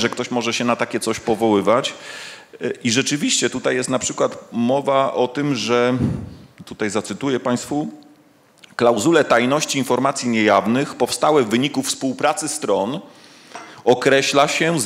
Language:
Polish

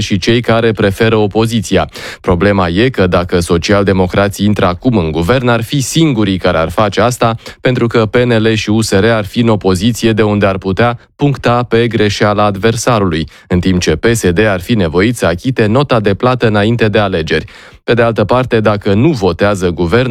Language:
Romanian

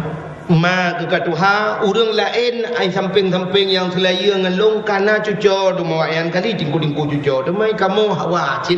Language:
Achinese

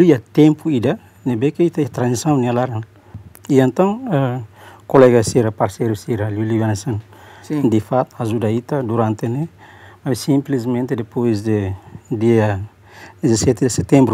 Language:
Tetum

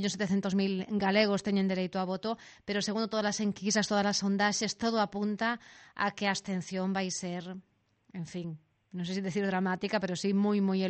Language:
Galician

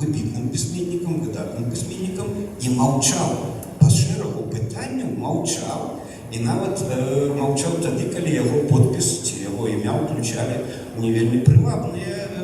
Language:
Belarusian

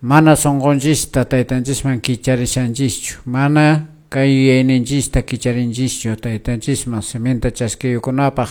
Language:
Quechua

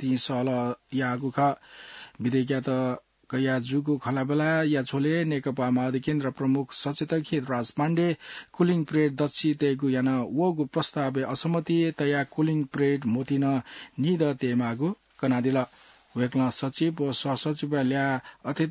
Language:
Newari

